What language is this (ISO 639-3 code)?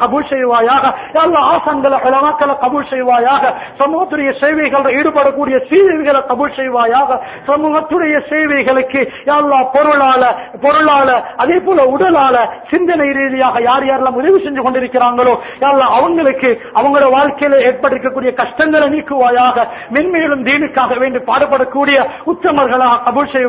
tam